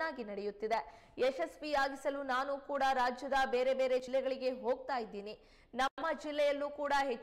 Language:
Kannada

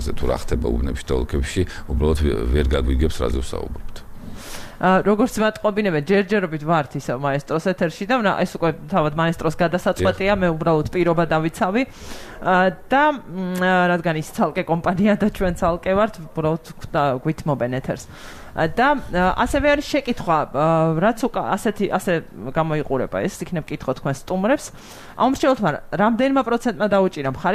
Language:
Georgian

